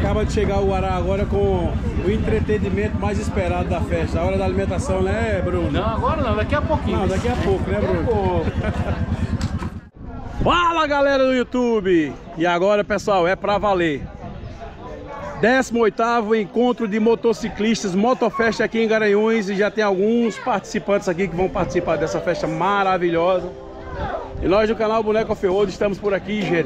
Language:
Portuguese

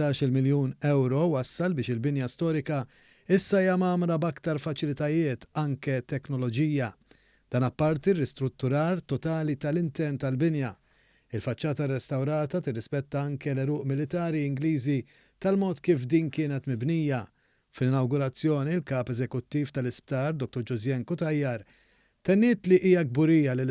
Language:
Maltese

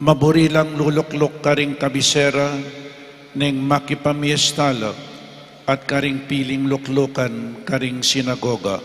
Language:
Pampanga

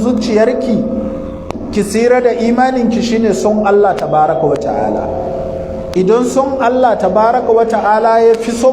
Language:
Hausa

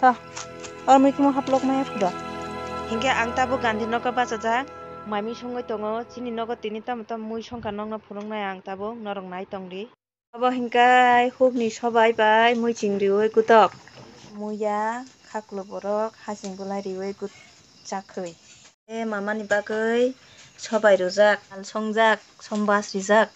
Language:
Kok Borok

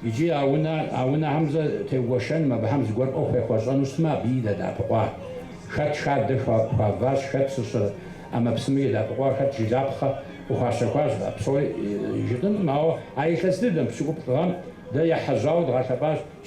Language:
Kabardian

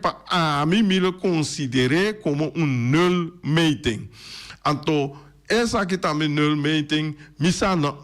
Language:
Papiamento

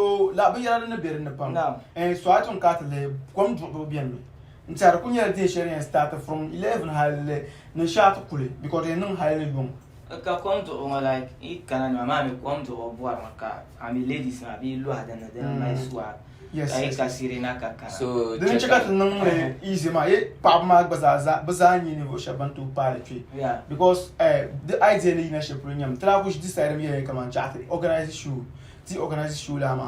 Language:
Dagbani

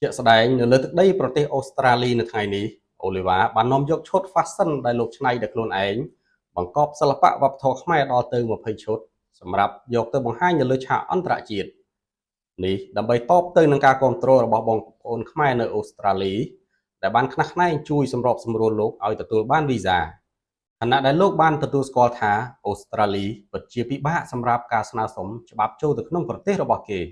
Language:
Khmer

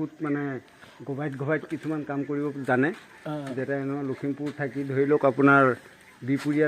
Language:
Assamese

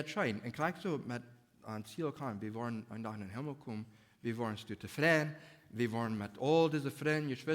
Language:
Plautdietsch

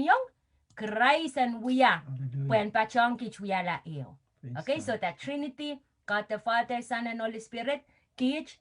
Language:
Pohnpeian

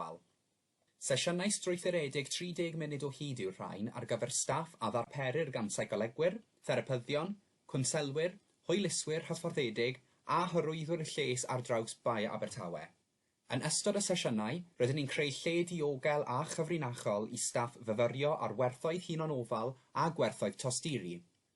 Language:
Welsh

